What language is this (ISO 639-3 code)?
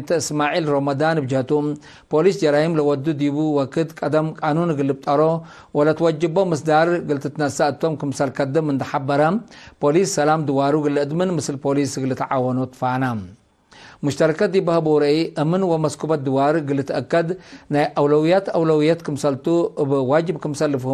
tig